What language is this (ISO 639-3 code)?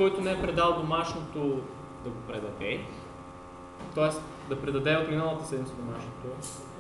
bul